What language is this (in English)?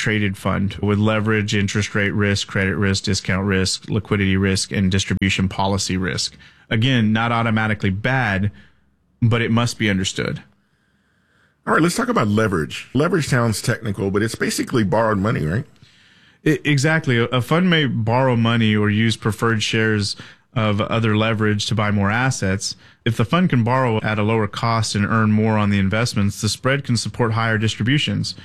English